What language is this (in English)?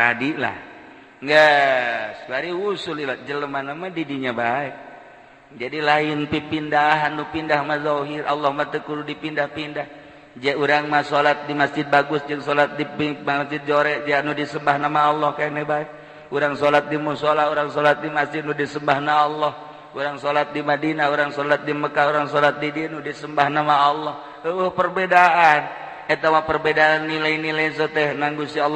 Sundanese